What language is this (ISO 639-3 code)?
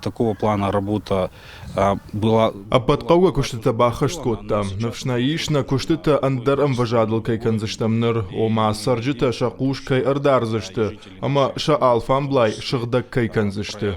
oss